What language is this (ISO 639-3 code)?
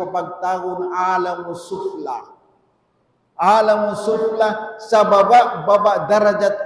tsg